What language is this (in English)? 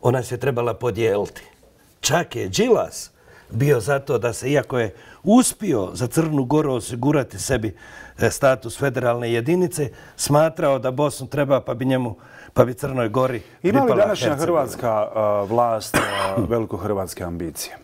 Bosnian